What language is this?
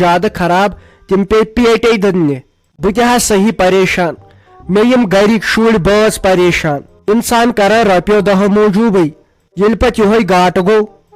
Kashmiri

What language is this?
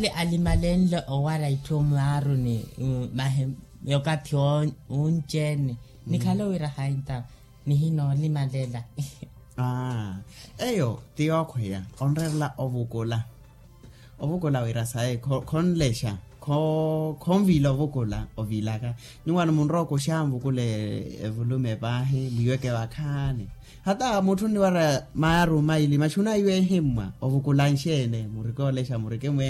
Makhuwa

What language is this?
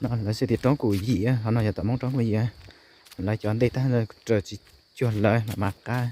Hmong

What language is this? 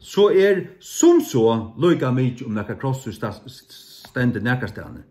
Faroese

